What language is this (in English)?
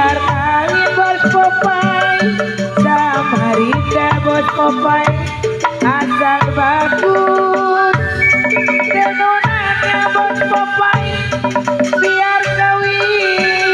Betawi